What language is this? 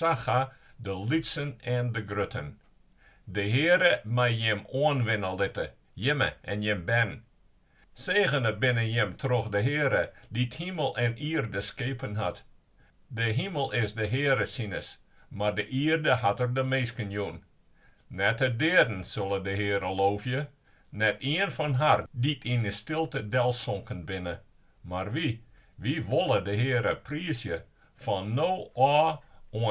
Western Frisian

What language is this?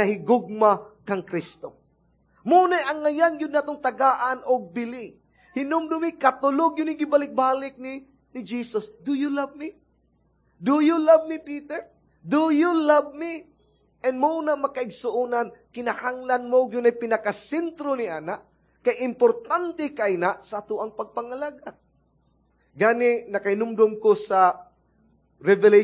Cebuano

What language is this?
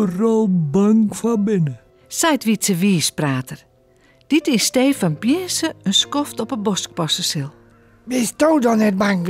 Western Frisian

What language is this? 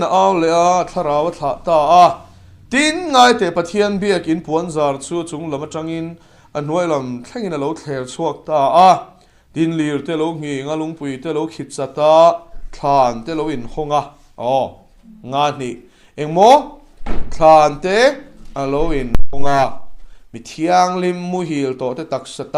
Mizo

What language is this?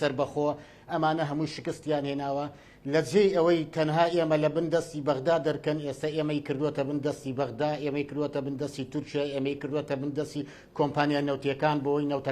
Central Kurdish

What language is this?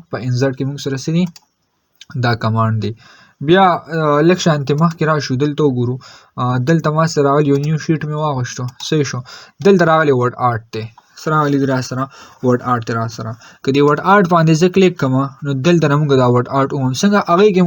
Pashto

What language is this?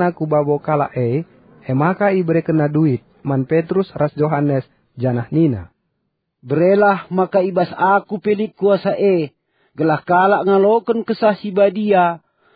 Batak Karo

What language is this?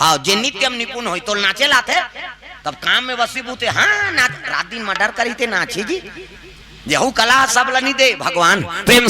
Chhattisgarhi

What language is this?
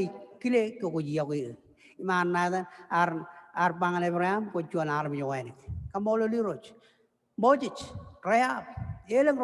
Marshallese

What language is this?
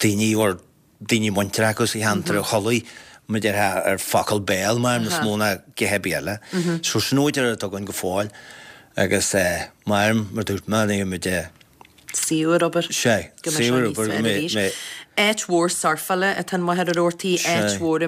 Irish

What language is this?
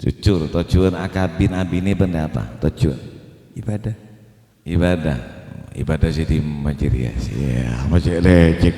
Madurese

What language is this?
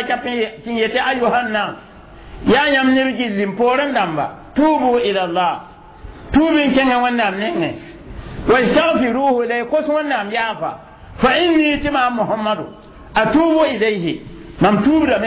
Mossi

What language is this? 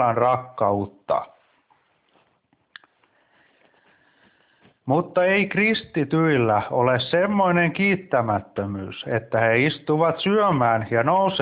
Finnish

